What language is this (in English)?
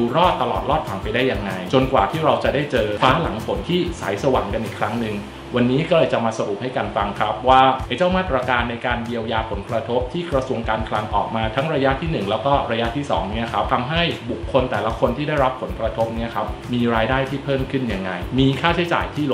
Thai